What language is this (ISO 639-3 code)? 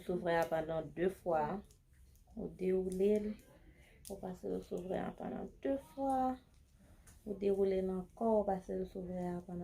hat